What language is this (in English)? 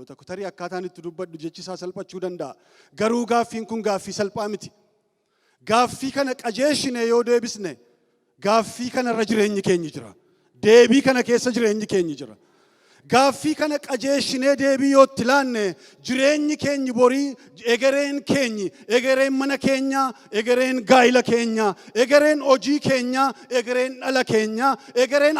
Oromo